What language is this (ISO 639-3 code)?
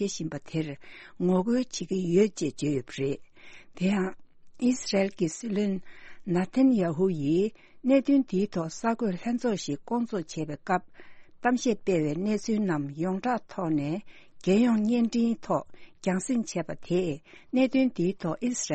bod